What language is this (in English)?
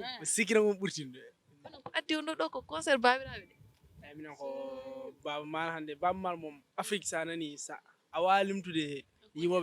Fula